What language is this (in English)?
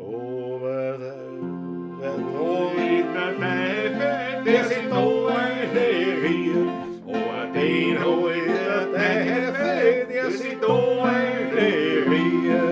Bavarian